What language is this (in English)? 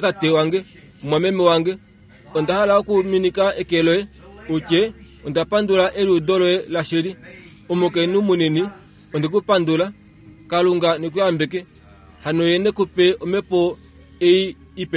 Kuanyama